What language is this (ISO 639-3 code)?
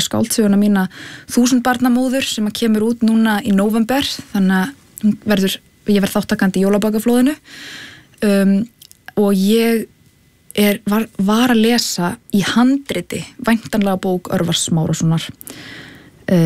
isl